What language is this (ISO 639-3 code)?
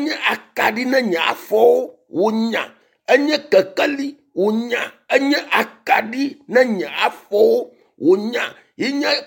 ewe